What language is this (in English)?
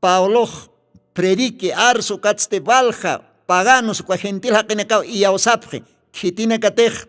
Aymara